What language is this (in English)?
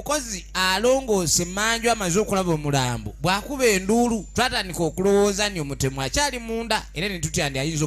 Ganda